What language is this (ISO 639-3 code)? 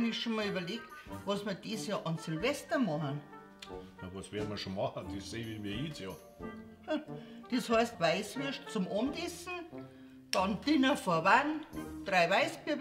bar